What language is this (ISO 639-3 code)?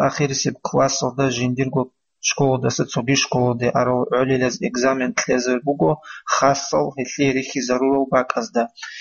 ava